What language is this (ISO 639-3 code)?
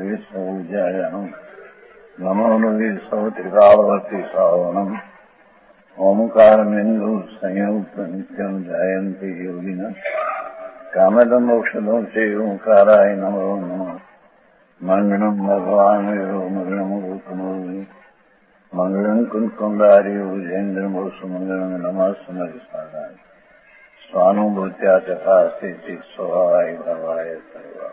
guj